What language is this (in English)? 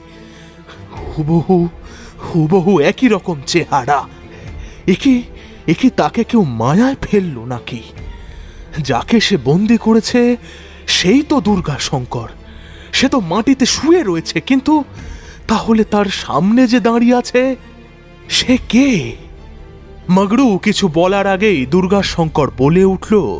Bangla